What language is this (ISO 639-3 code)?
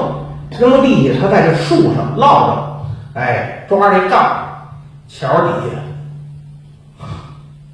zho